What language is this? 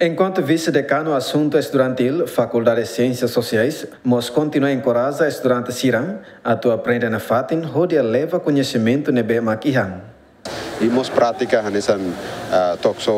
Tetum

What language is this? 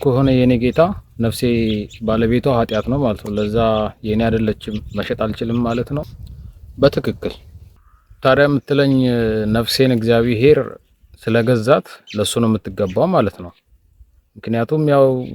Amharic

